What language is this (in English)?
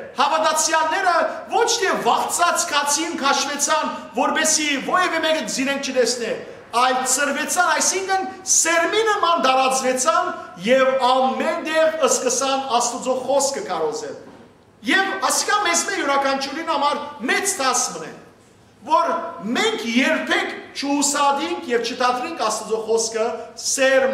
Western Armenian